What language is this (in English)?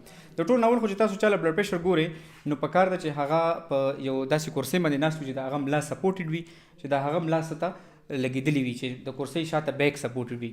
Pashto